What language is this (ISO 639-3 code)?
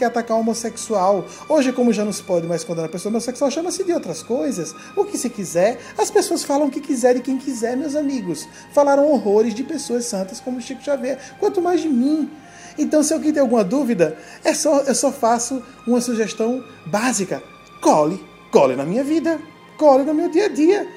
por